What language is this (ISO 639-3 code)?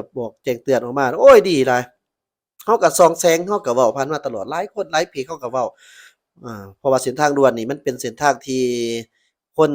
lao